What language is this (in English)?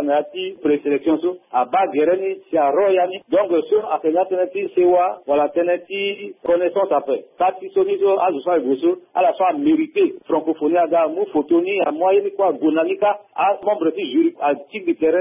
Sango